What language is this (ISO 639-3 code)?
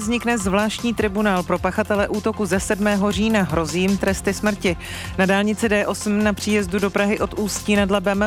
ces